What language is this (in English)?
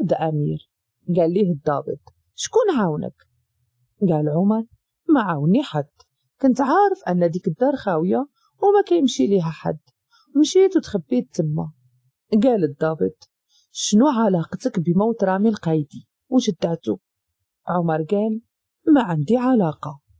Moroccan Arabic